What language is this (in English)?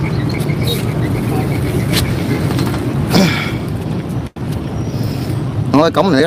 Vietnamese